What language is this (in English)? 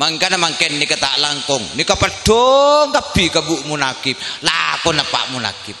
Madurese